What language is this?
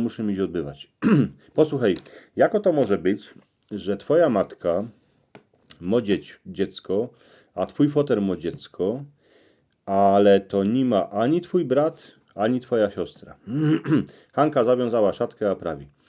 Silesian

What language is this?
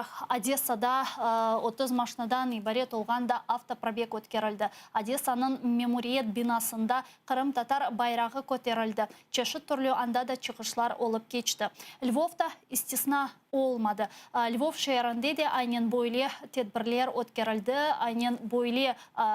Crimean Tatar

